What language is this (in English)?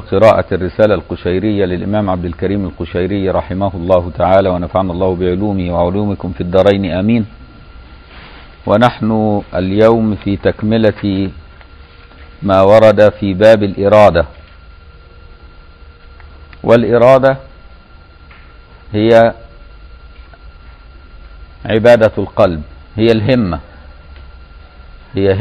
Arabic